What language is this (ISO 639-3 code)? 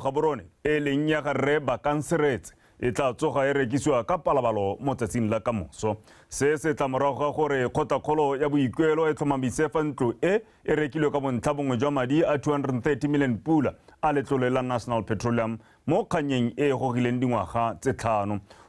tsn